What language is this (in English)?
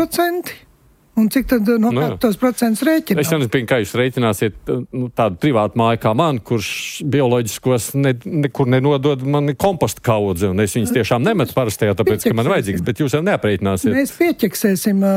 Latvian